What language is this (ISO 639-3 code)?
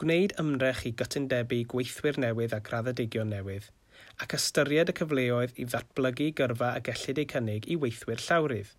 cym